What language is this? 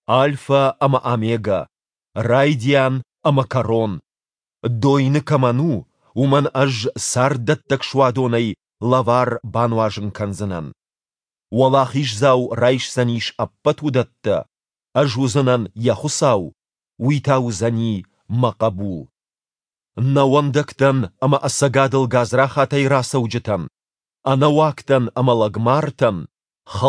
Ossetic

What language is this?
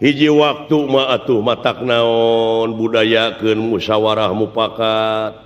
Sundanese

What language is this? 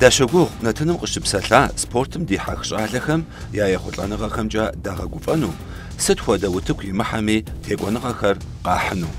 Kabardian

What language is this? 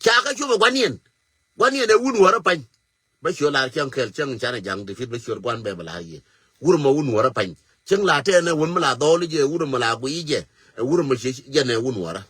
Nuer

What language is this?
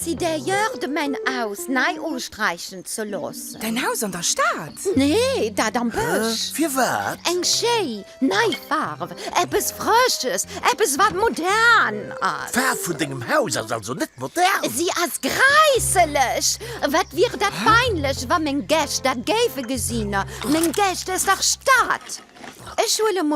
Luxembourgish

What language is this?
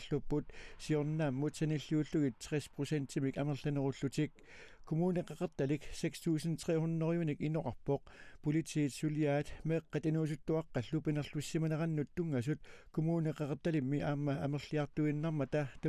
Kalaallisut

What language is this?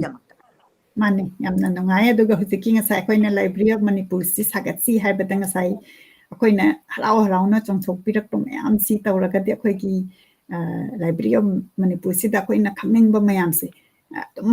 Manipuri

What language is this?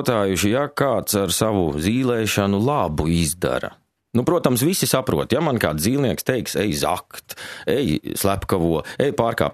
Latvian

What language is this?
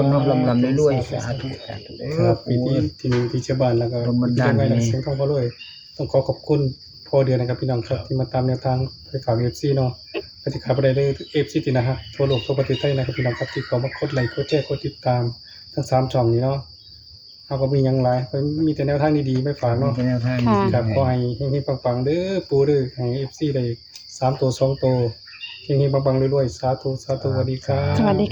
Northeastern Thai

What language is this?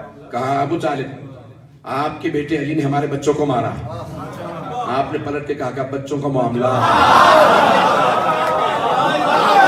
Urdu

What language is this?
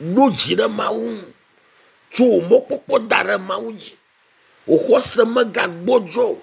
Ewe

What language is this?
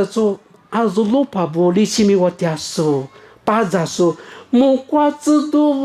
Lisu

